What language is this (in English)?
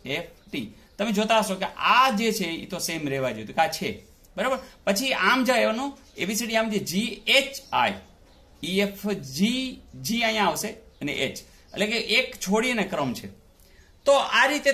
Gujarati